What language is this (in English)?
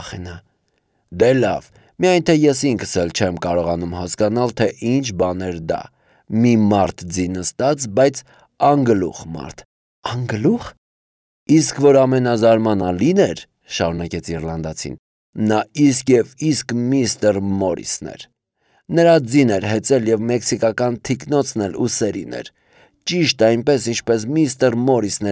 Armenian